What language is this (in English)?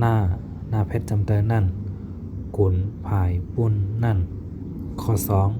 Shan